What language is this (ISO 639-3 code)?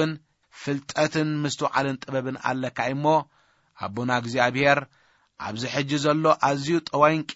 tir